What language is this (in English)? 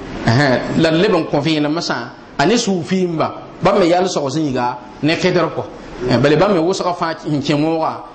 Mossi